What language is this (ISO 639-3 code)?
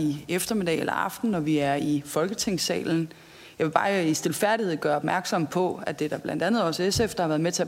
dan